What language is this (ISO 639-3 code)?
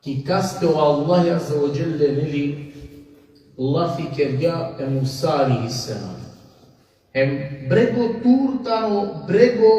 rmn